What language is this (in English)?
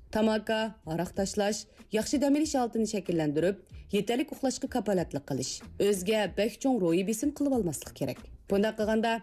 Uyghur